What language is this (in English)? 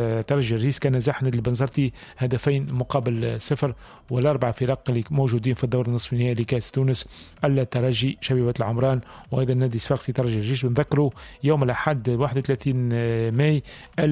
Tunisian Arabic